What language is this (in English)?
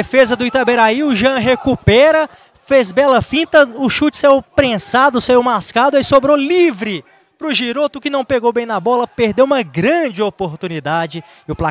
Portuguese